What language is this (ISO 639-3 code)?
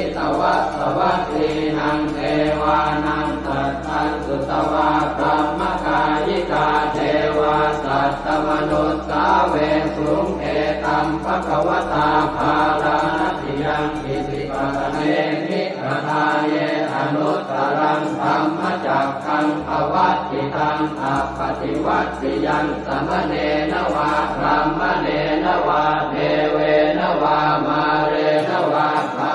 pli